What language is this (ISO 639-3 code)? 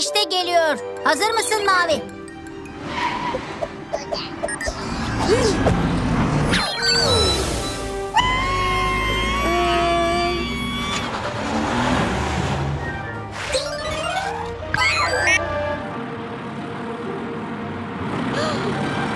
tur